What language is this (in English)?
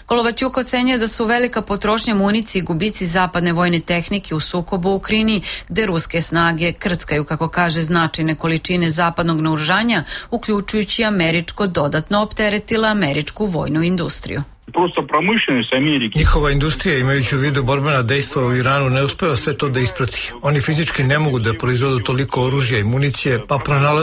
Serbian